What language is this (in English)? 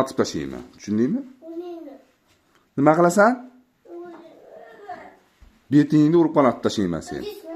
Uzbek